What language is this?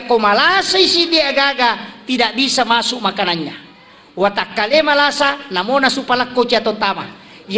Buginese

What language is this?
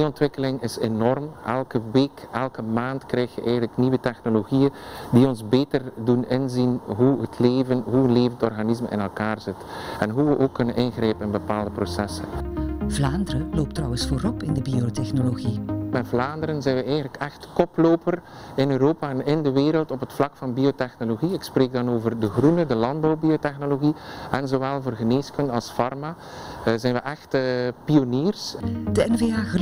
Dutch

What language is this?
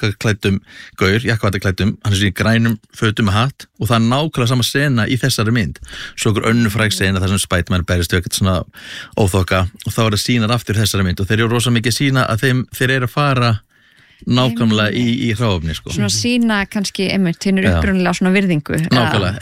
Icelandic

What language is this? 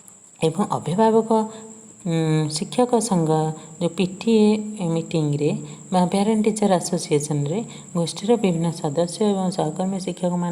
Odia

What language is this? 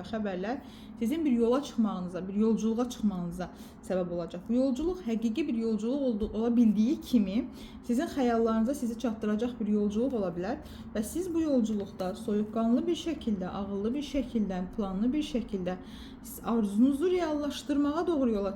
Azerbaijani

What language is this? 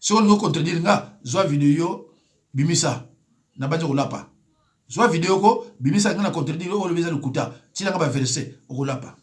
Lingala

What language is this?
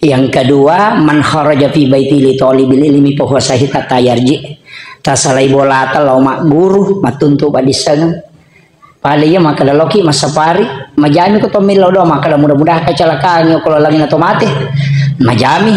Buginese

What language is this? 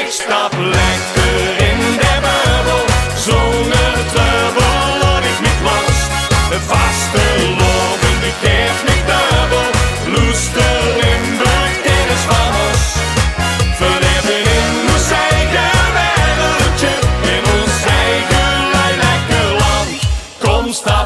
Limburgish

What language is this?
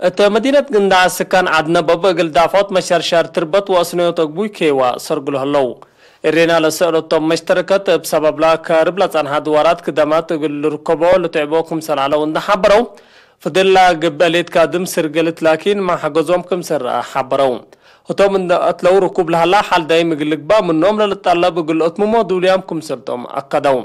Tigre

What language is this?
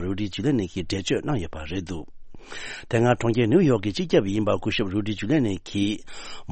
Tibetan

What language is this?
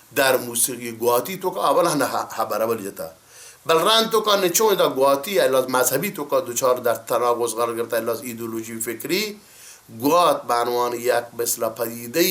Baluchi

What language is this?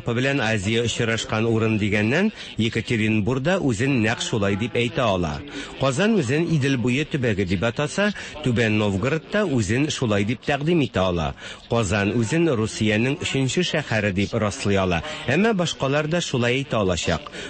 Tatar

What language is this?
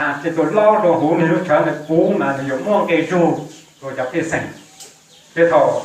Hmong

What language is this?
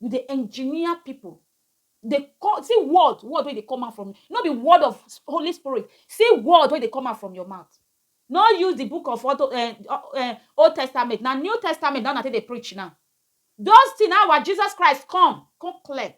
Nigerian Pidgin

